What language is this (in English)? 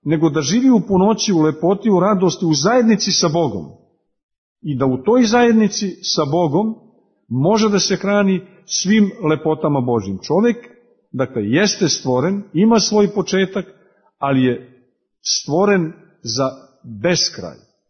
Serbian